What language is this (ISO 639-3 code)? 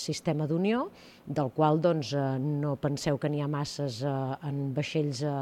cat